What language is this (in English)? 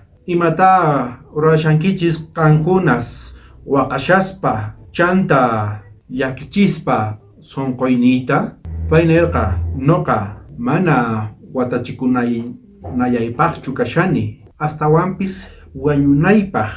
South Bolivian Quechua